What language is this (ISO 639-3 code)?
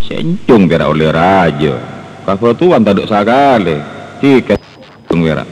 mad